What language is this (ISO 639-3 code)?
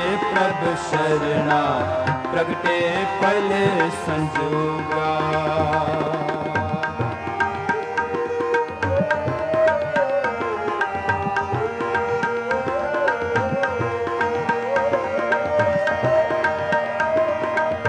pan